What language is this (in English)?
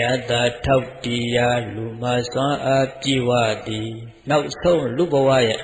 Burmese